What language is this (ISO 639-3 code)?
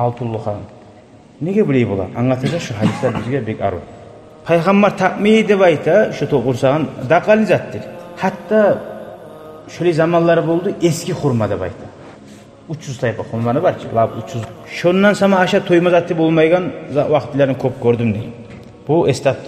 kum